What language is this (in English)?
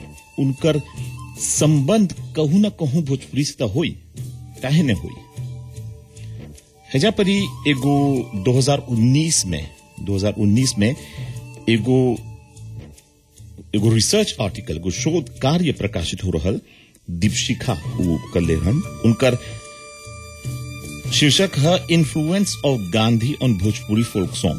Bhojpuri